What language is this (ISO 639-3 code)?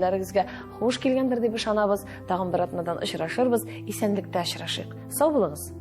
tat